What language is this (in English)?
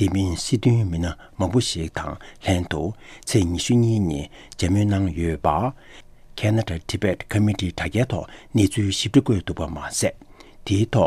Tibetan